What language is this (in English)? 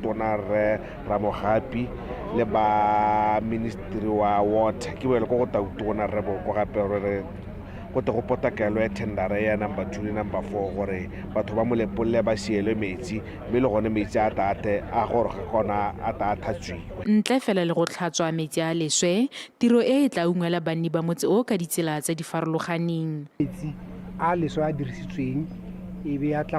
Tswana